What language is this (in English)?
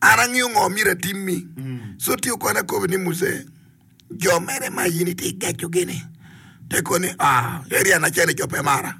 Acoli